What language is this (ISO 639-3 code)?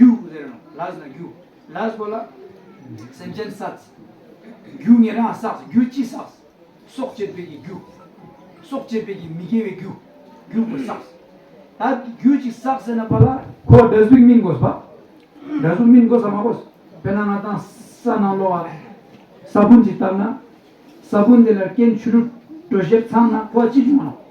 bod